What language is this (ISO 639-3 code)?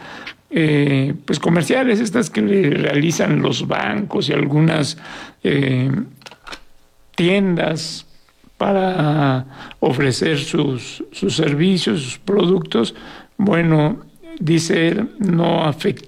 spa